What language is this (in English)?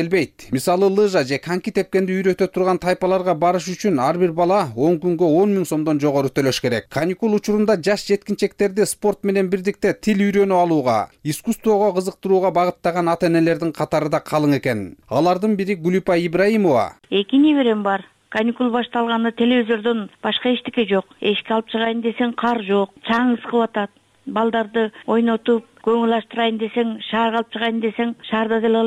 Kyrgyz